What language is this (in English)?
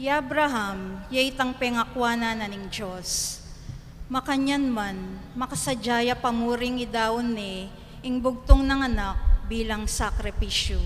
Pampanga